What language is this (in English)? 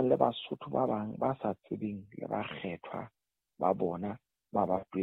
Southern Sotho